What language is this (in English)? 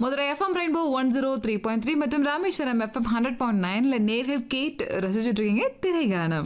Tamil